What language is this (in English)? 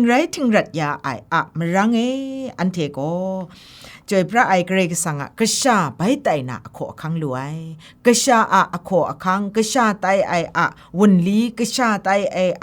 Kachin